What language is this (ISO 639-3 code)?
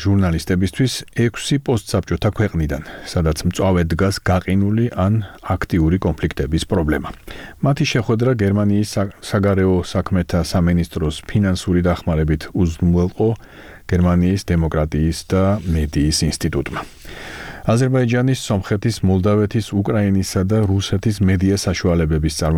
kat